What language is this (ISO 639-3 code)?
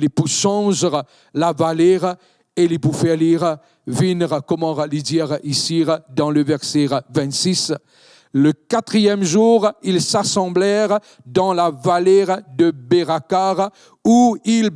mfe